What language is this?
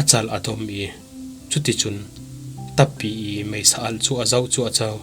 Falam Chin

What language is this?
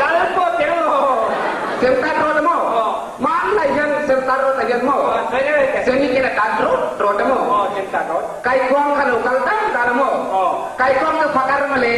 Mizo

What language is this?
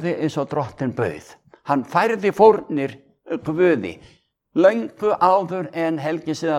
Icelandic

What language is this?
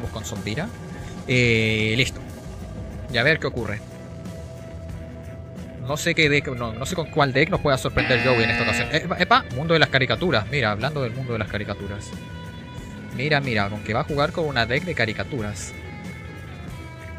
Spanish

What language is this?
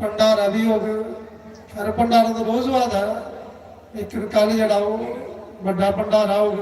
Dogri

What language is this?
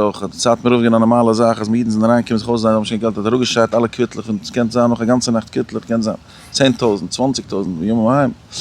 Yiddish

